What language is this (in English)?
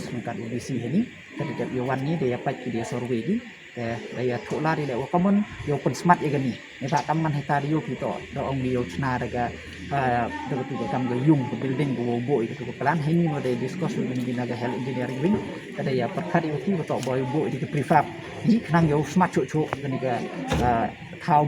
Pnar